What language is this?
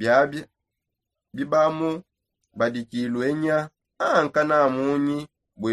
Songe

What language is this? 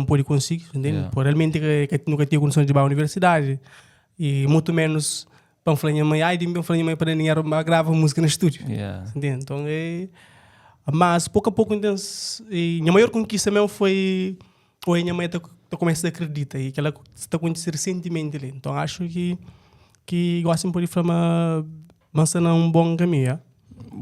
Kabuverdianu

